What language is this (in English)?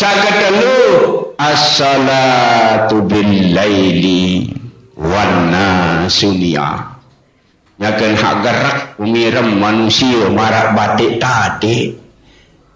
Sasak